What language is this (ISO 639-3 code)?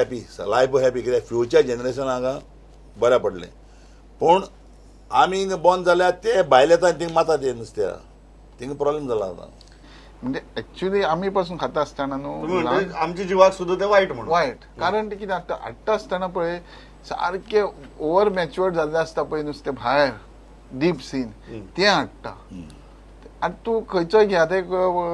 kok